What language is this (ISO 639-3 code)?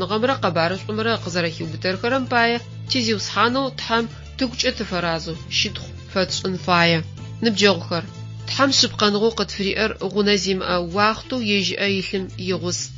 ady